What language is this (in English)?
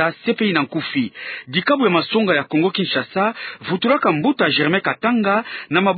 Kituba (Democratic Republic of Congo)